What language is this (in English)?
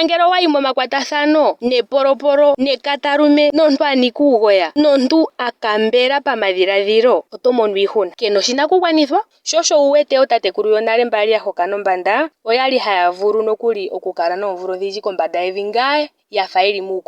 Ndonga